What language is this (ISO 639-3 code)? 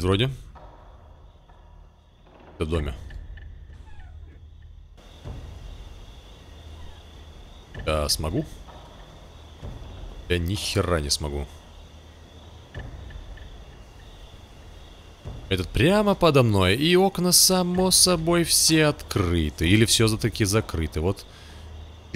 rus